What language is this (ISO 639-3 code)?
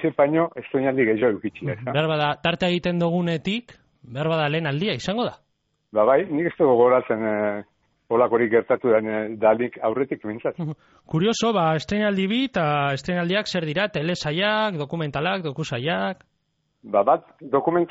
eus